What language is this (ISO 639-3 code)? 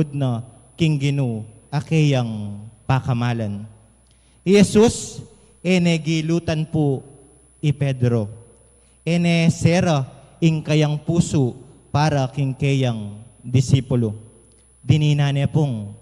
pam